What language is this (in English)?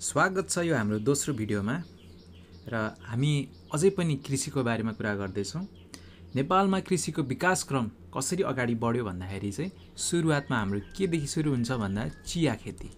Nepali